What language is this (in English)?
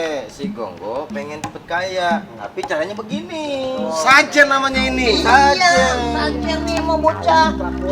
Betawi